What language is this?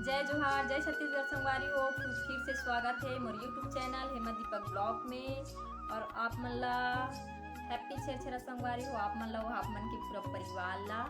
Chhattisgarhi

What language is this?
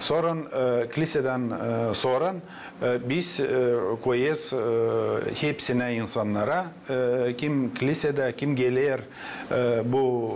Gagauz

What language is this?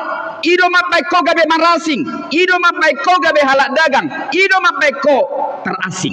Batak Toba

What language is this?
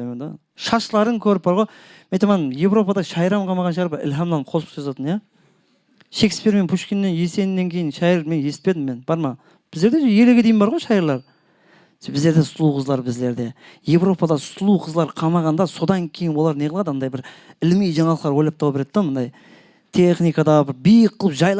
Kara-Kalpak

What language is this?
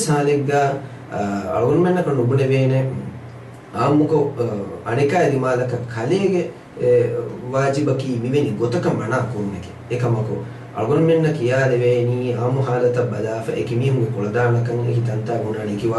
Divehi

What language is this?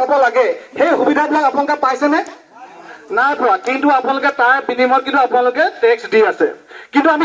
Assamese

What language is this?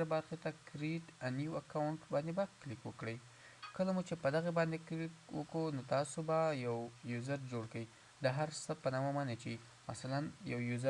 Pashto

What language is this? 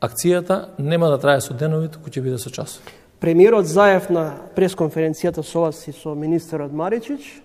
Macedonian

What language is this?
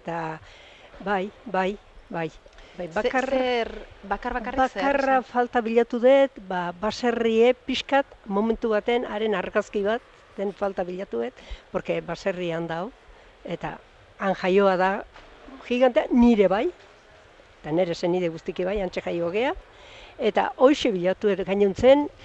Basque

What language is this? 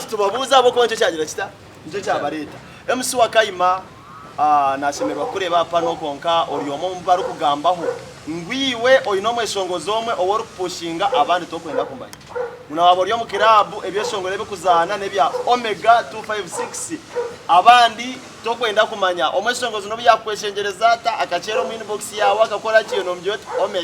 Nyankole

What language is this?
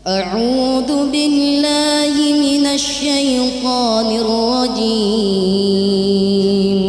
Buginese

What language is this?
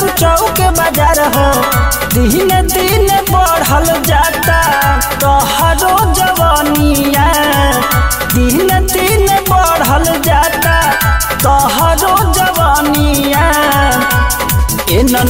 Bhojpuri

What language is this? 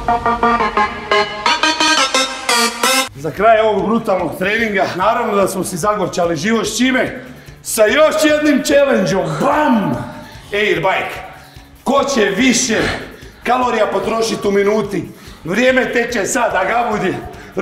Croatian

